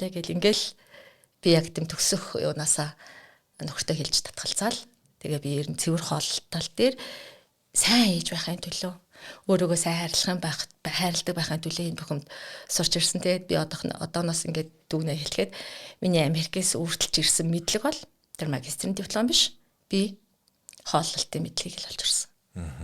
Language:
Mongolian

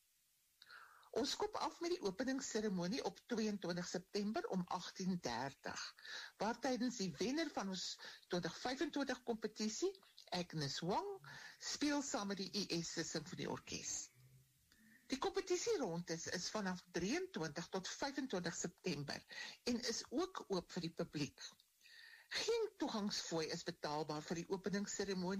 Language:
Afrikaans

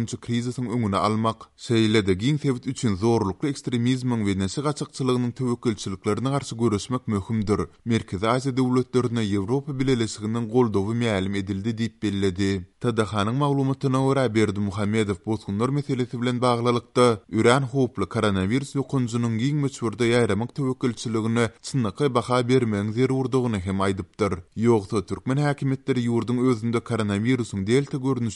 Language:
Turkmen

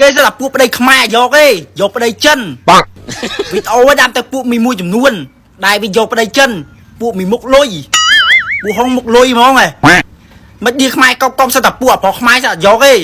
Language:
Khmer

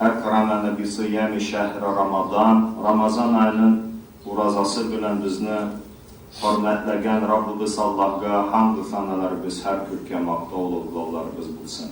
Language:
Tatar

